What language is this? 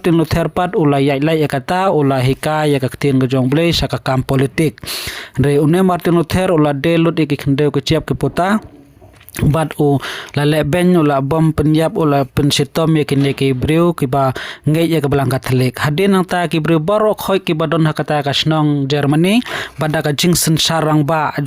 Khasi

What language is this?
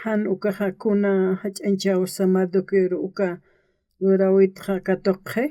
Aymara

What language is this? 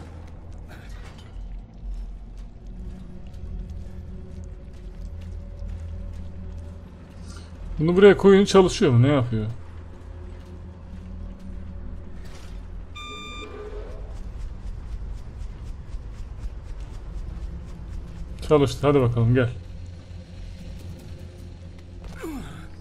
Turkish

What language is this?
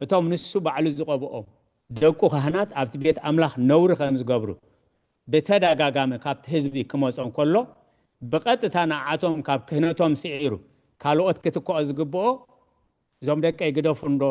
Tigrinya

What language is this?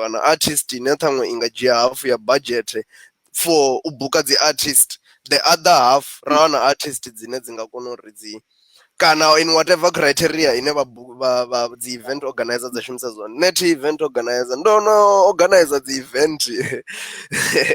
Venda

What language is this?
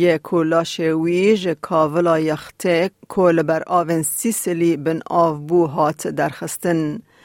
Kurdish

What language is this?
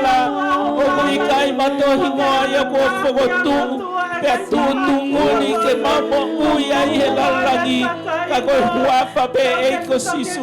Tongan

